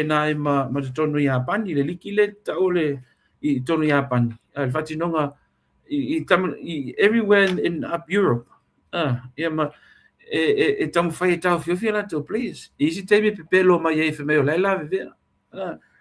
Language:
Samoan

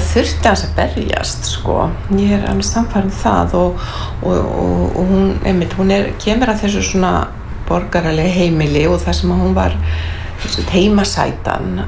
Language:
Icelandic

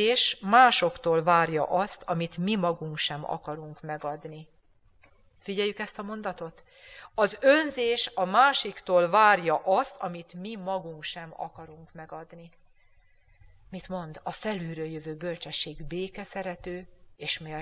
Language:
Hungarian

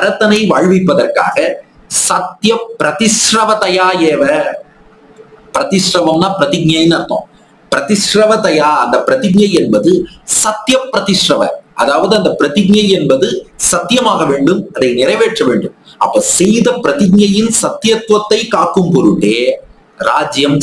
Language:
Tamil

